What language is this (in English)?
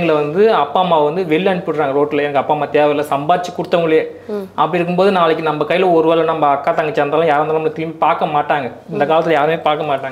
Tamil